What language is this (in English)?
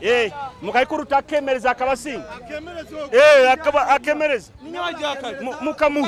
Nyoro